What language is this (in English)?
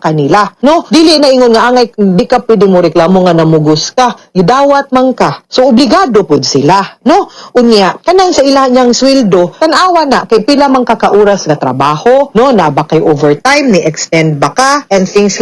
Cebuano